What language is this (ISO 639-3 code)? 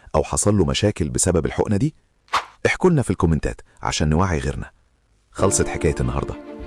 arz